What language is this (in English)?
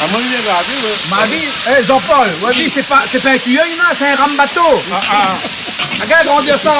Réunion Creole French